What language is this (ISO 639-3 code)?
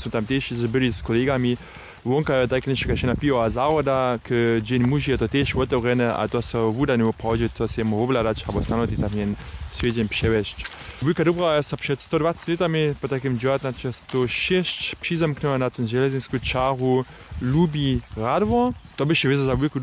hsb